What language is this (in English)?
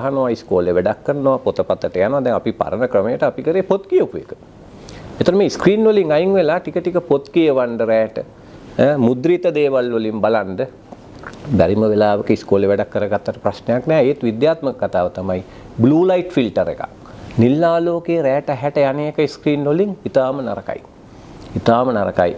Sinhala